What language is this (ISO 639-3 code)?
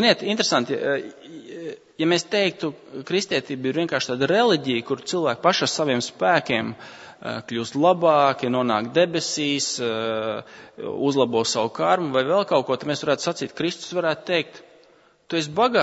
lav